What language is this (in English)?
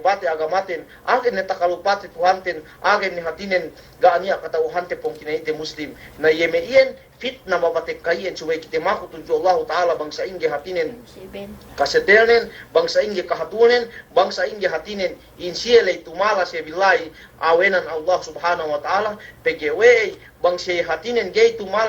Yakan